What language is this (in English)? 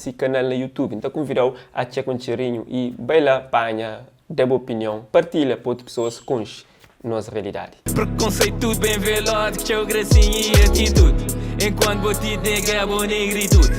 Kabuverdianu